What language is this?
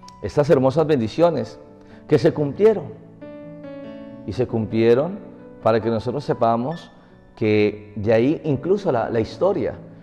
Spanish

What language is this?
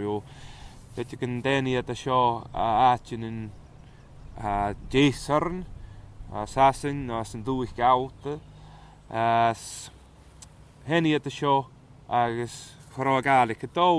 Scottish Gaelic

